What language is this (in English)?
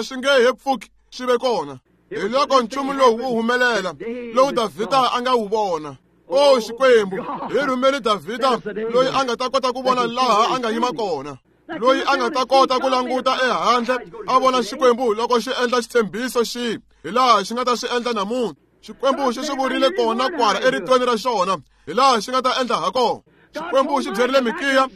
Tsonga